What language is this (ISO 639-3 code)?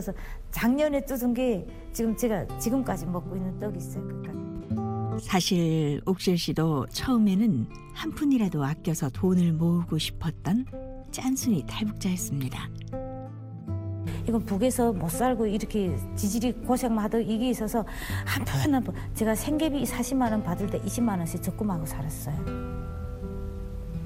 kor